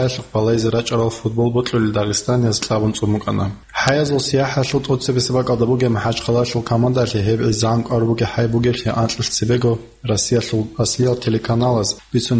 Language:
Avaric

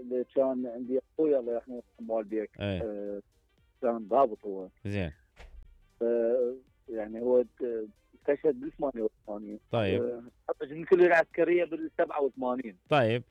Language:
Mesopotamian Arabic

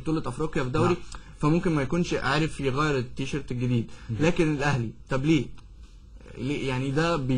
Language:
Egyptian Arabic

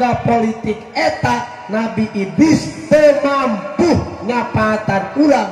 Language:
Sundanese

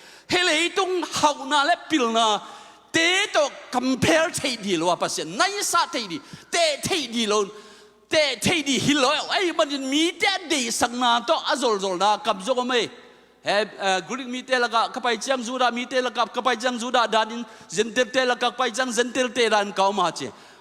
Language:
Tedim Chin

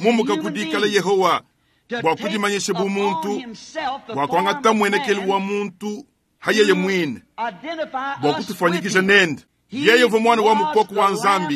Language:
Luba-Lulua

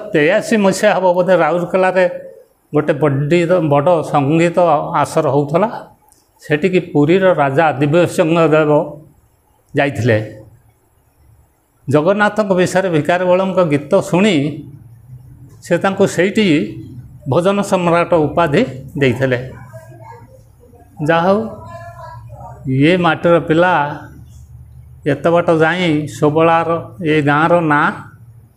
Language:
Odia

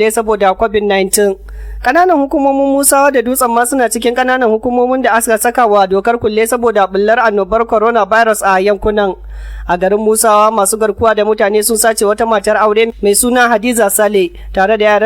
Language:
Hausa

